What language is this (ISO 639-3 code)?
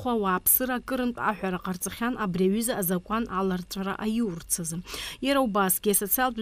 abk